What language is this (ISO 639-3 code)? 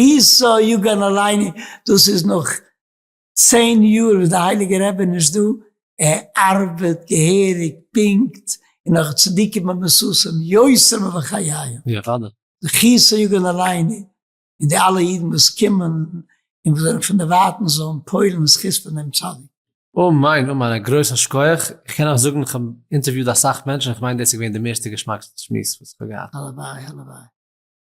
yid